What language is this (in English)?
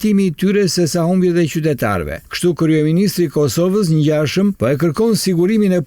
Albanian